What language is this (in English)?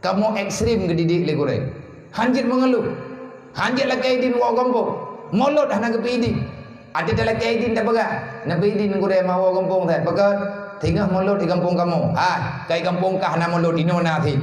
Achinese